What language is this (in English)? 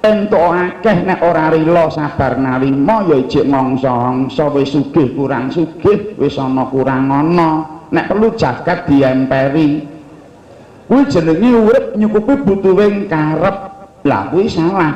Javanese